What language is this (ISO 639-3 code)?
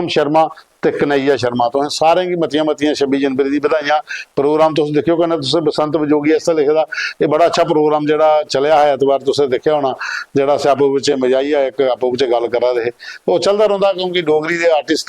doi